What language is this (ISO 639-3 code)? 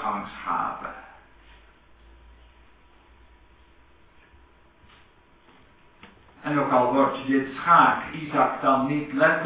nld